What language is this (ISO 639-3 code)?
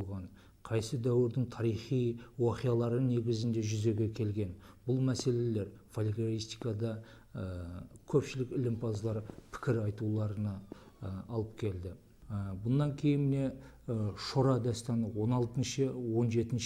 kaa